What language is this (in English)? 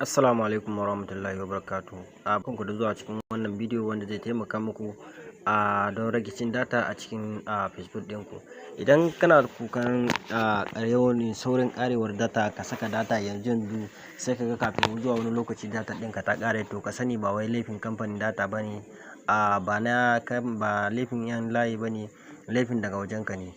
Hausa